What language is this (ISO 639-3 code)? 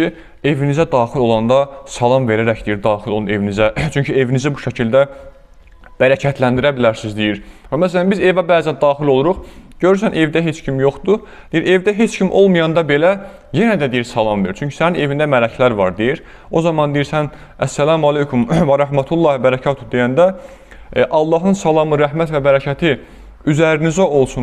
aze